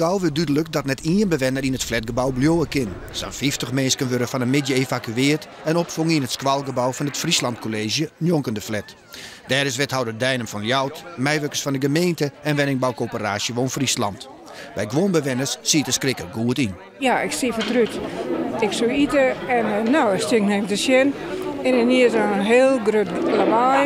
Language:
Western Frisian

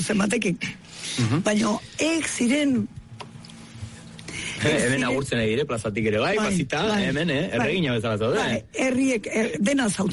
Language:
Basque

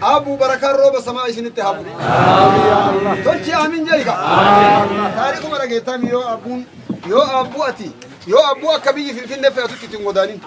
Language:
Oromo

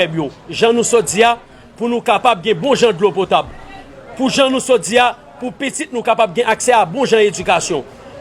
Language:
Haitian Creole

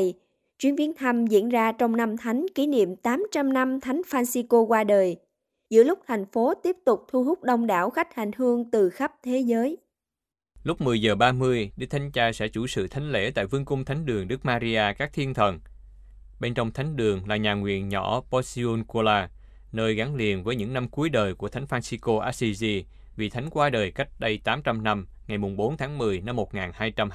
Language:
Vietnamese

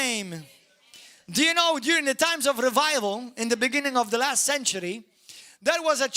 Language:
English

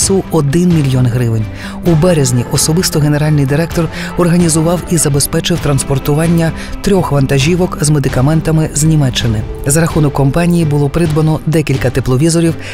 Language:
Ukrainian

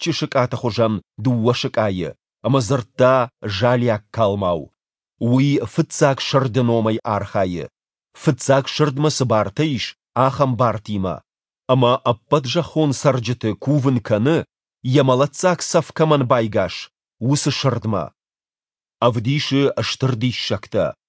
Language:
Ossetic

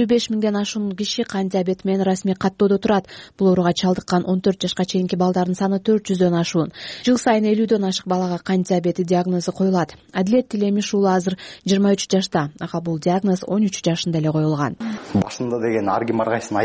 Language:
Kyrgyz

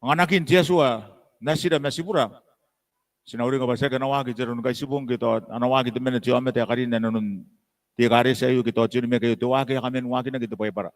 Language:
Gilbertese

